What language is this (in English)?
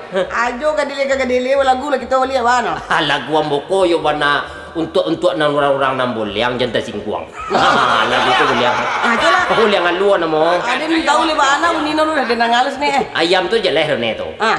Minangkabau